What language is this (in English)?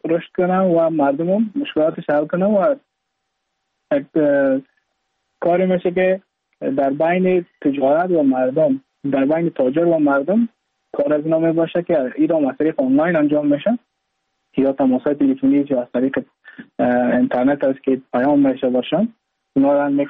Persian